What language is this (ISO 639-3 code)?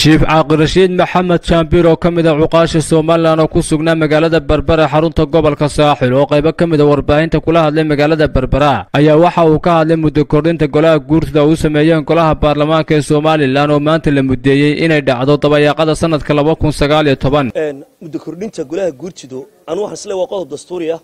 som